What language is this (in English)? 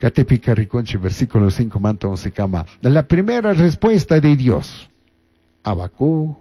Chimborazo Highland Quichua